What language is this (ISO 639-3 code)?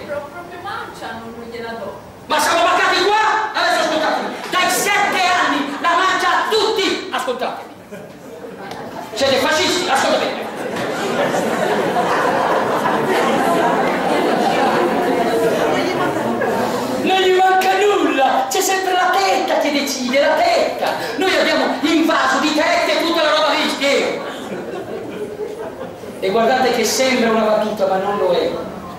ita